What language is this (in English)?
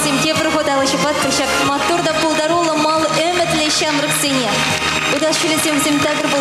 Chuvash